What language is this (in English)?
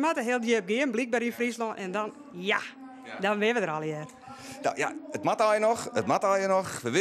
Western Frisian